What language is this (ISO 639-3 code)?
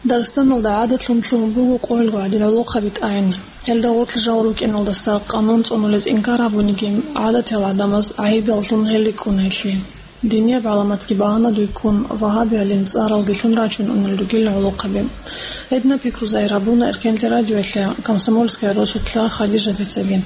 ava